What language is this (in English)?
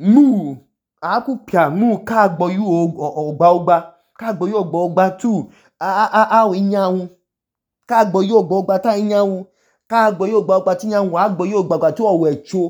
Idoma